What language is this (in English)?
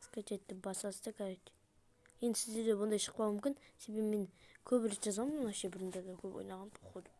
Kazakh